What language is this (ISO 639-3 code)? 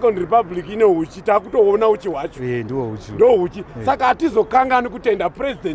sna